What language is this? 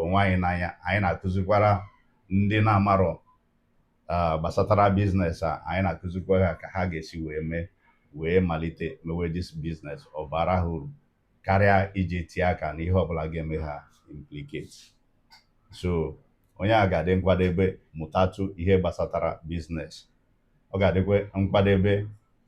Igbo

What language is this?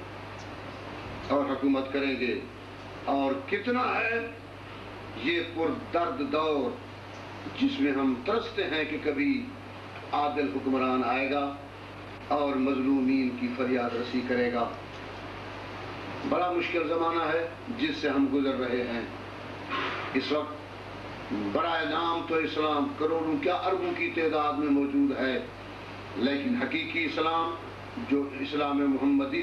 Urdu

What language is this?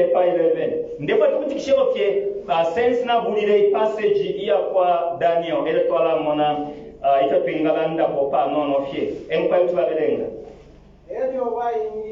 Bemba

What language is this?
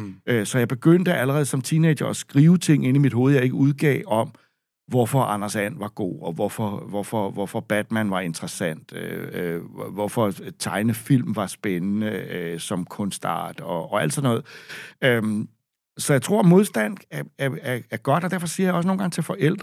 Danish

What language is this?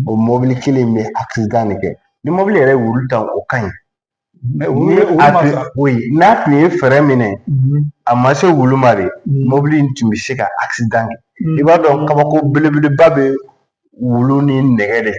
Bambara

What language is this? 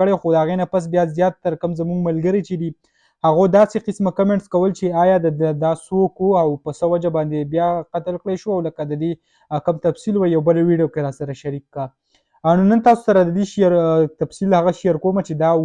Pashto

